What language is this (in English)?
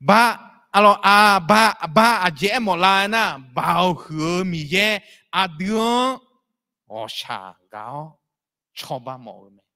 Akha